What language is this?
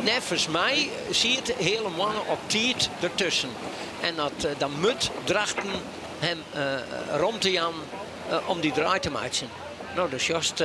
Western Frisian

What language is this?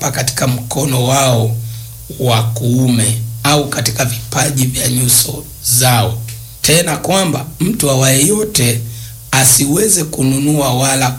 Swahili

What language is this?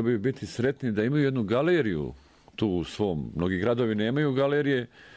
Croatian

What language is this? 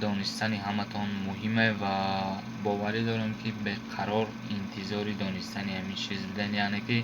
Tajik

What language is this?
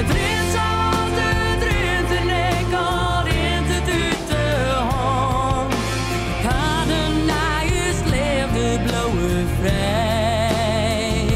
Western Frisian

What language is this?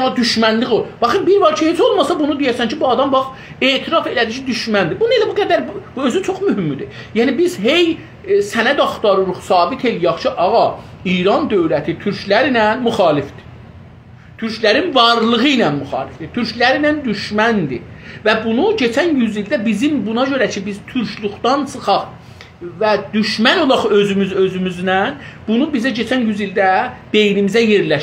South Azerbaijani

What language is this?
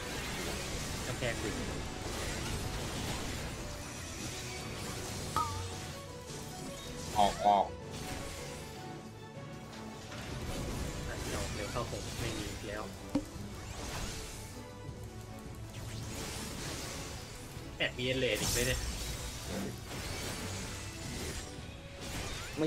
Thai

